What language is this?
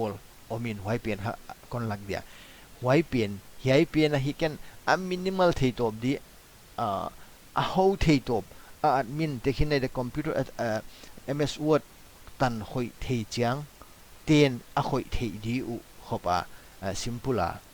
Paite Chin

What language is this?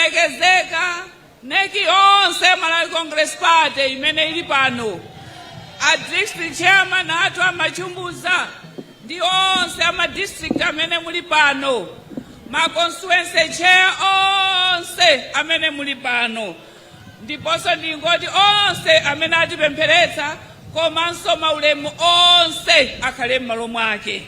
Nyanja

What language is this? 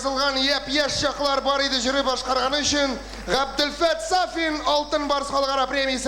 Tatar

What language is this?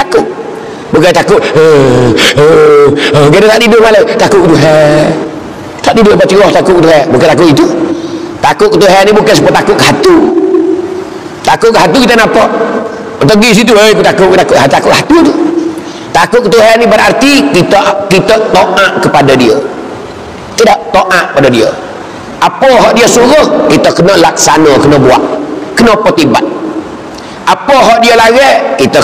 Malay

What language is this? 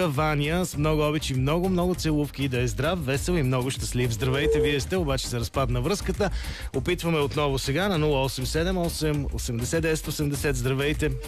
Bulgarian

